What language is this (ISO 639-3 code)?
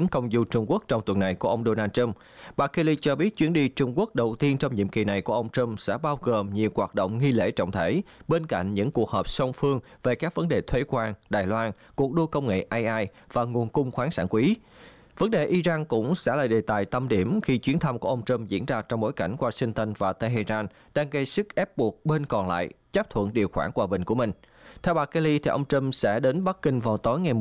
vie